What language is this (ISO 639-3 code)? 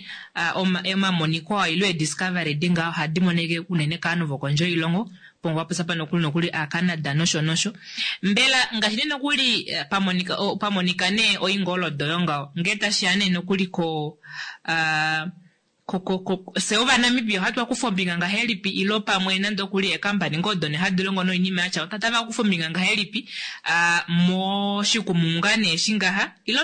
kua